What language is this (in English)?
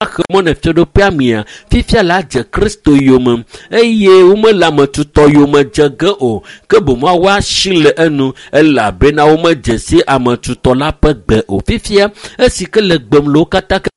Ewe